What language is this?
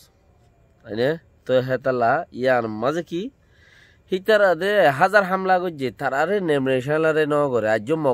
Rohingya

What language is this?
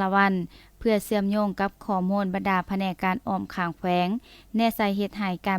Lao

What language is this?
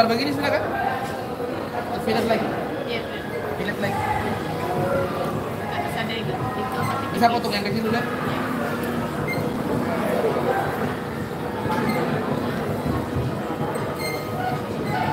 Indonesian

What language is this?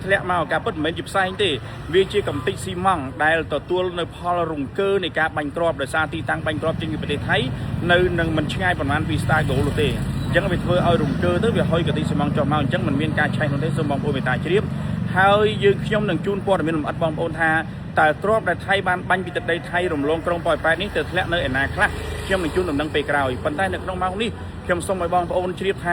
Khmer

